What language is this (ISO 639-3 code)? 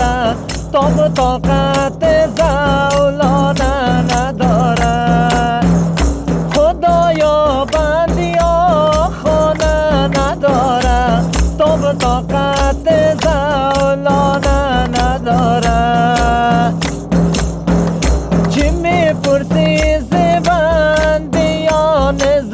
fas